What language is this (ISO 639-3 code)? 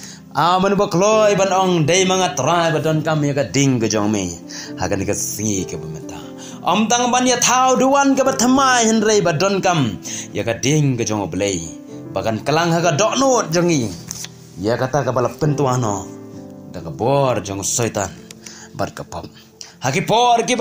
kha